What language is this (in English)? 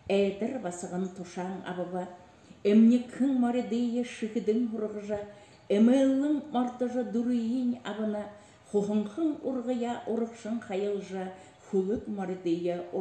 Buriat